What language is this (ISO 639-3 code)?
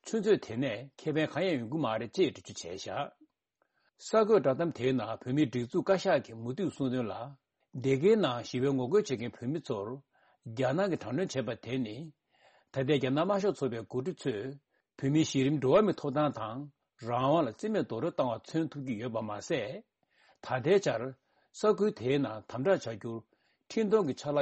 bod